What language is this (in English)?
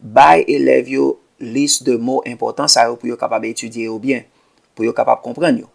Haitian Creole